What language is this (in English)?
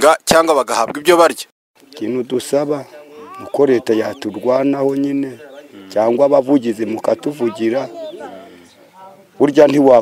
Kinyarwanda